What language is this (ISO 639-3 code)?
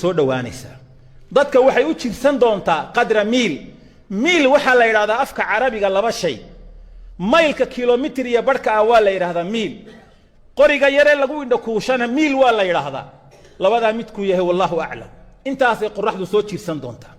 som